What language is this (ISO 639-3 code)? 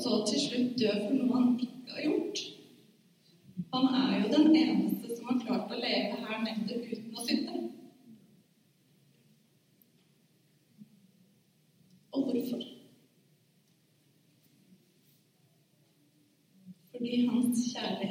nor